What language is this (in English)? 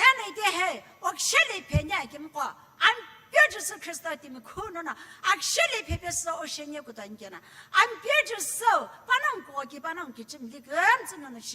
Sumi Naga